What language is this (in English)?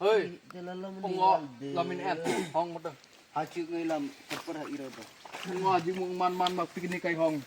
Kok Borok